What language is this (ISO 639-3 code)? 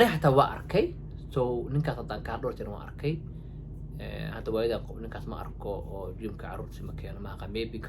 som